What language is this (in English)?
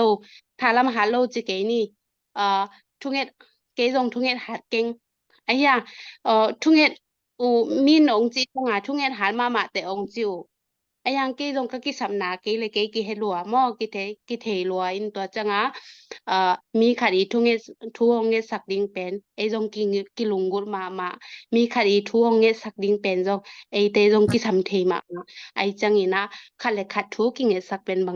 Tedim Chin